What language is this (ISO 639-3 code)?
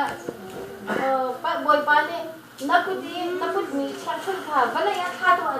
cnh